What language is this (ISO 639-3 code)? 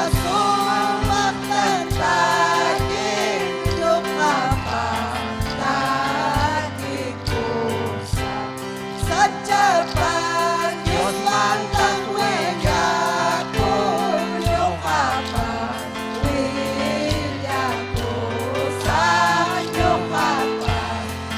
quy